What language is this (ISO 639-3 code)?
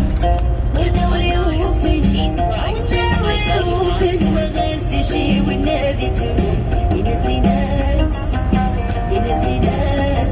ara